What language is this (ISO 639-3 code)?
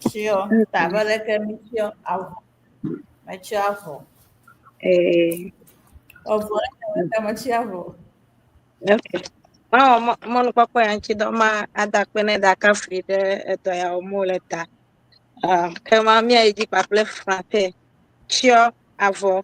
ewe